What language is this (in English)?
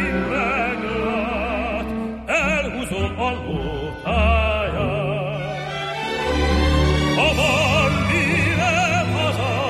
Hungarian